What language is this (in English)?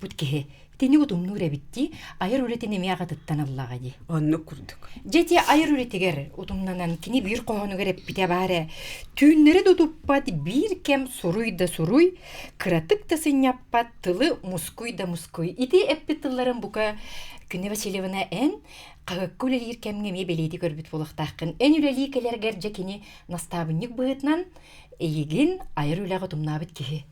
Yakut